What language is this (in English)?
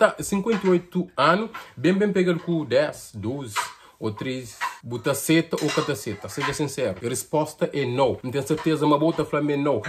Kabuverdianu